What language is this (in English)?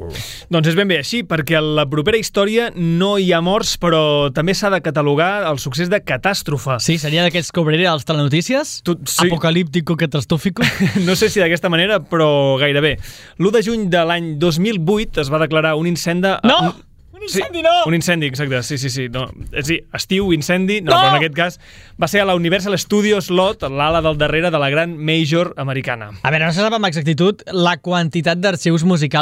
Catalan